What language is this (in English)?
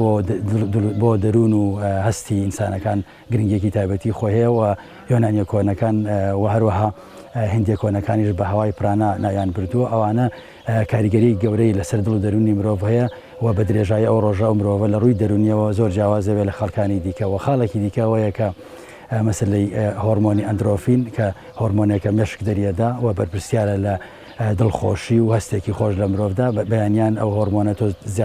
Central Kurdish